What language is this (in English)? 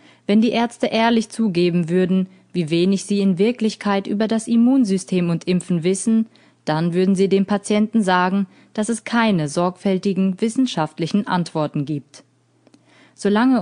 German